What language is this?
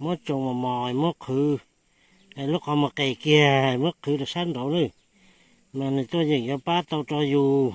Hmong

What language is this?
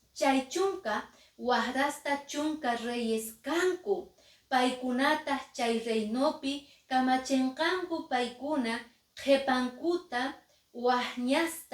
Quechua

